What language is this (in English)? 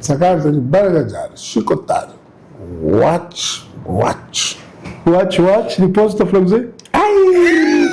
Kabuverdianu